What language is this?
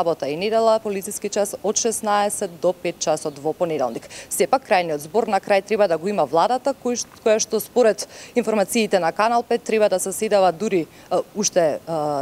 Macedonian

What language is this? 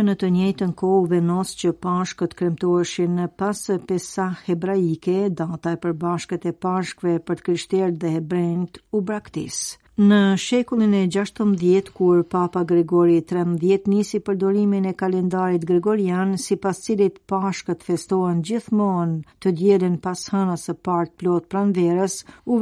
Albanian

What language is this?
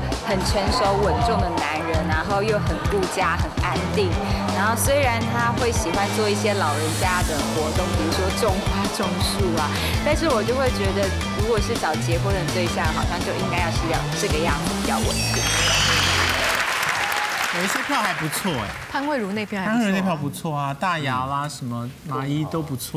Chinese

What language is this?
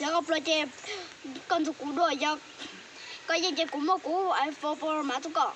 Hmong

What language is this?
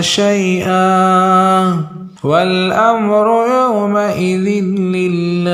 Pashto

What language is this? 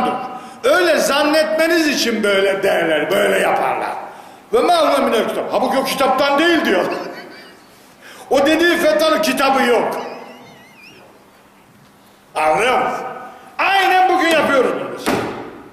Turkish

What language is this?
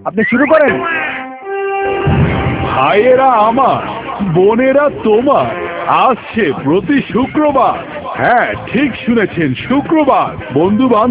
Bangla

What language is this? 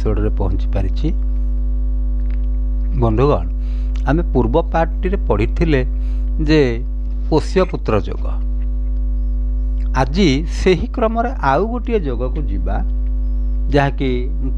Odia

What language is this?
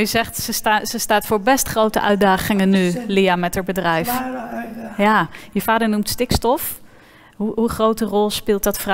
Dutch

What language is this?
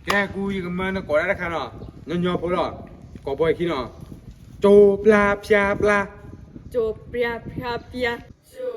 S'gaw Karen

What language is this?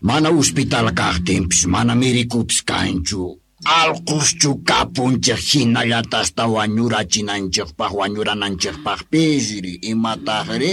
Quechua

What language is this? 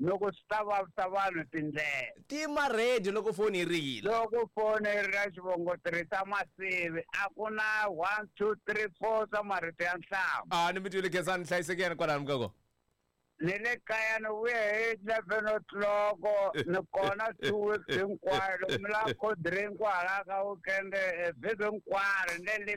Tsonga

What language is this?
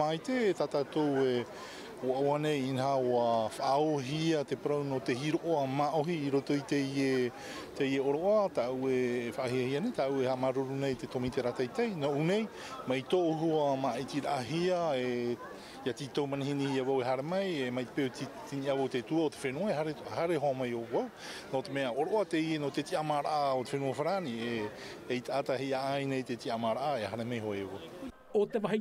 Tahitian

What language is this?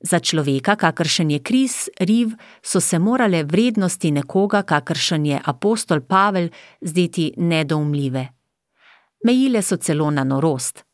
Slovenian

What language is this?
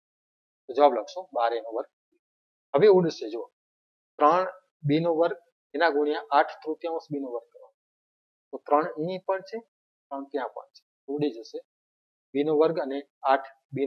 Gujarati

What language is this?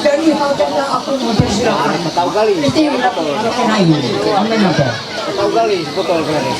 Ma'anyan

